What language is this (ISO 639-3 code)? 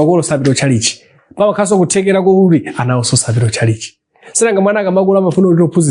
nya